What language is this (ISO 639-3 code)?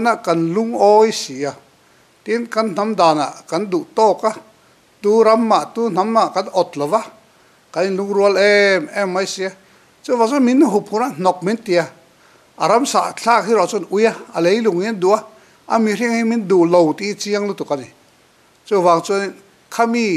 lus